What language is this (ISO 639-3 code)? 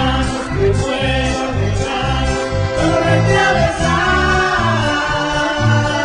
spa